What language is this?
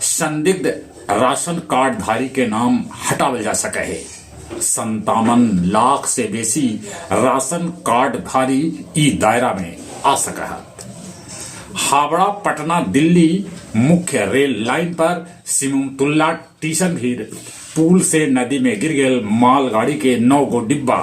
Magahi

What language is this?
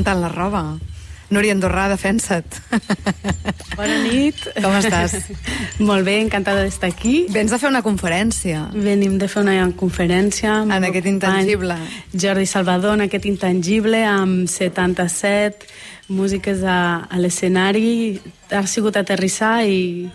Catalan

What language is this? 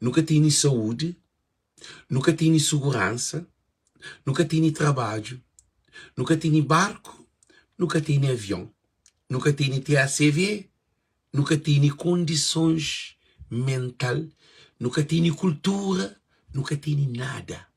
Kabuverdianu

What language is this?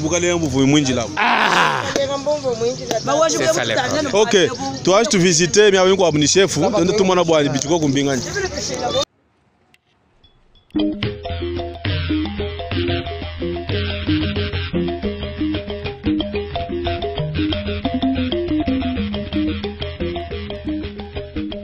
Swahili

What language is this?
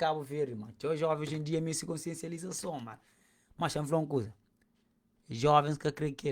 Kabuverdianu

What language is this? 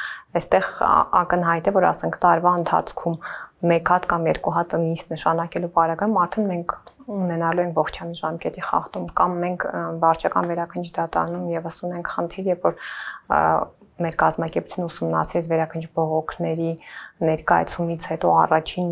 Armenian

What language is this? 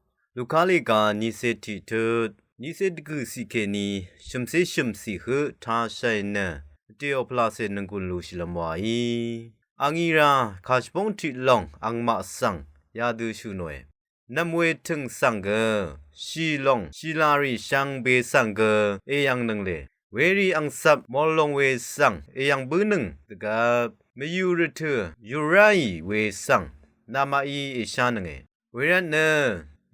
Rawang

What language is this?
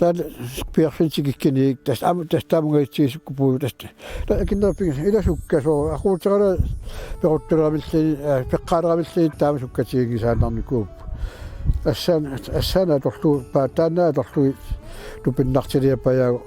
Kalaallisut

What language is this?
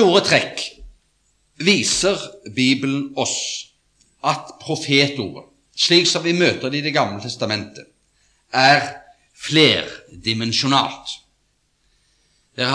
Norwegian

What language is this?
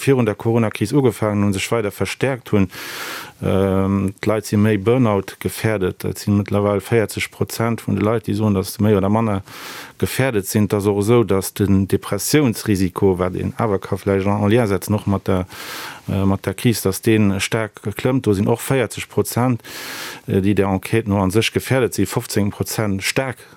Luxembourgish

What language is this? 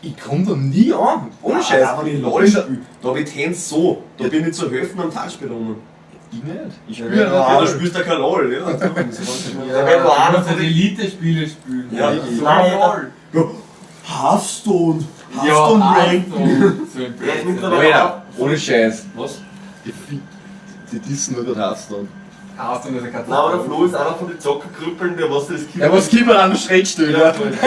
Bavarian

